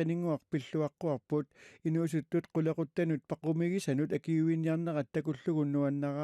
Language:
Kalaallisut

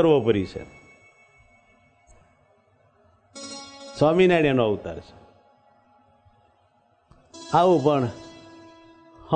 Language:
Gujarati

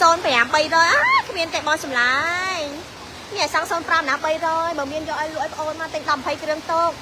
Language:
Khmer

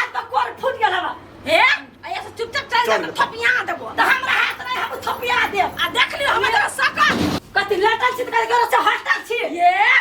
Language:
Maithili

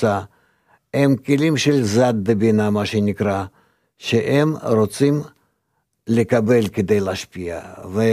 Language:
Hebrew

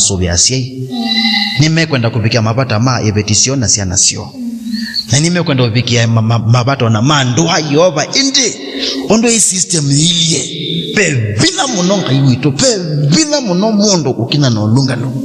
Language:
Kamba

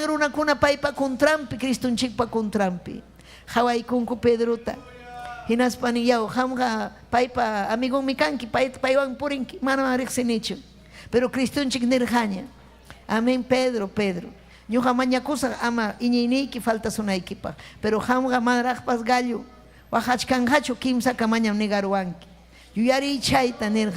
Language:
Ayacucho Quechua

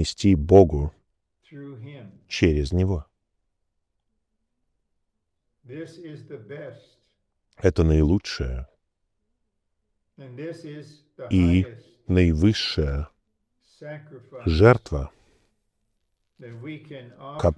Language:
Russian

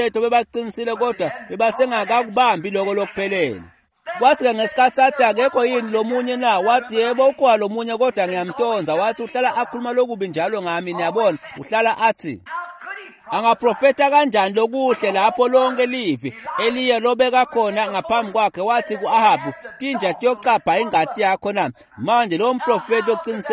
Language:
Swati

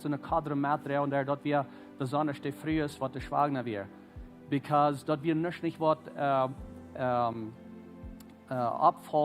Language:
Plautdietsch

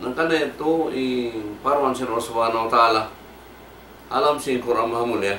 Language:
Tausug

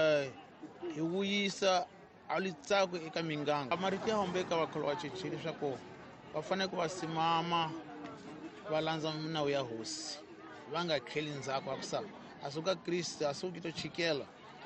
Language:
Tsonga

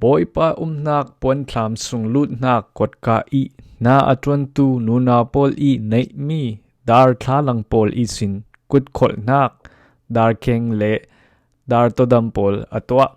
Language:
Falam Chin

